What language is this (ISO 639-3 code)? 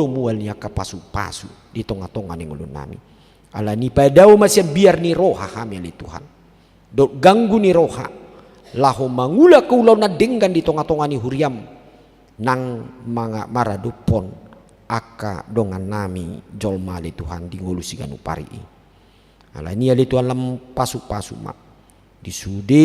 bbc